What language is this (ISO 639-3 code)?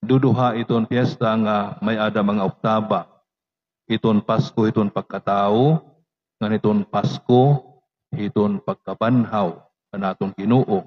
war